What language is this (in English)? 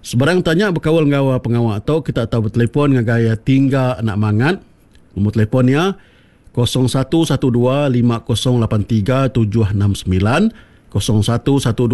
Iban